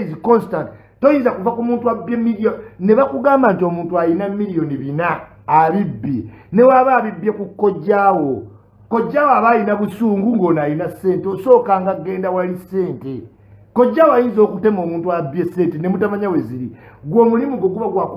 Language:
Ganda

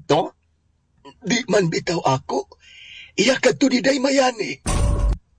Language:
Cebuano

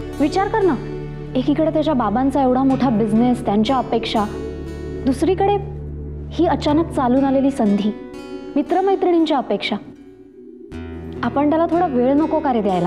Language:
Marathi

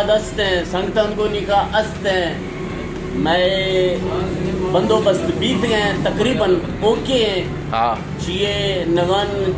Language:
Eastern Balochi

